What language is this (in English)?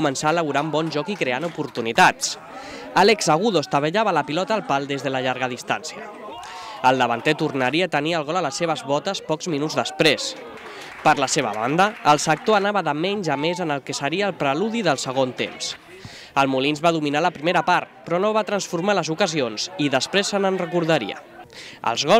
Catalan